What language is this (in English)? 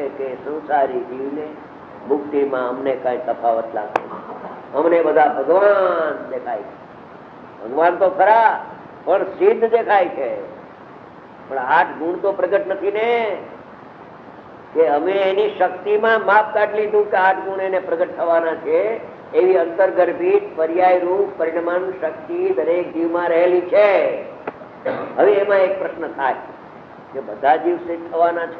Gujarati